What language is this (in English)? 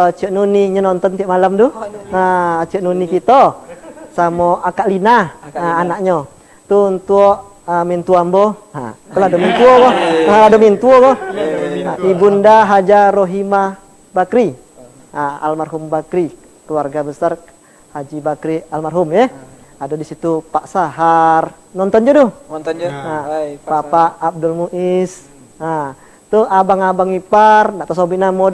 Minangkabau